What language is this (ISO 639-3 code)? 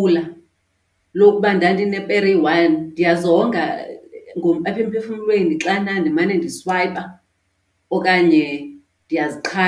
xho